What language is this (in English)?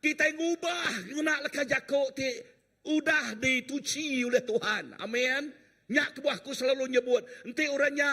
Iban